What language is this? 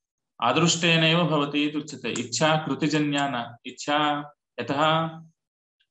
Sanskrit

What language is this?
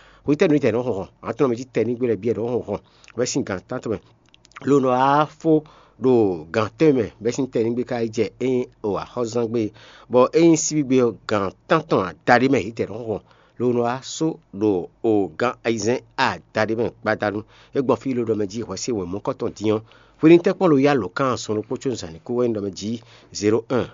Fon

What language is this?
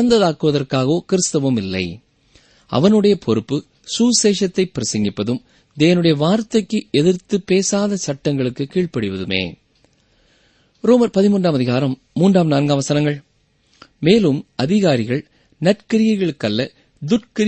Tamil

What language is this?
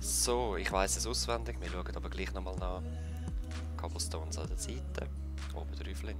Swiss German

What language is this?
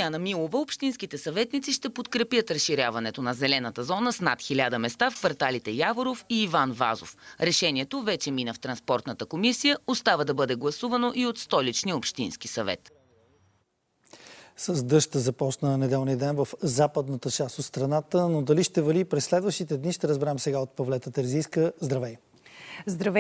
Bulgarian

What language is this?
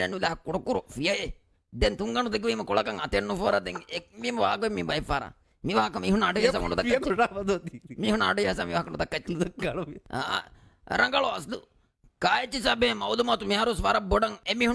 Divehi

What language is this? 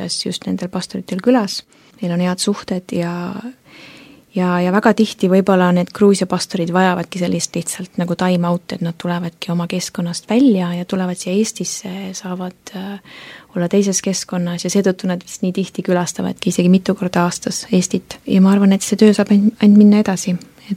Estonian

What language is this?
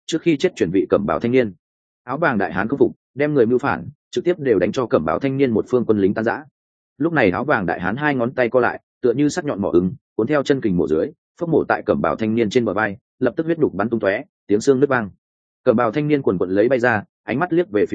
Vietnamese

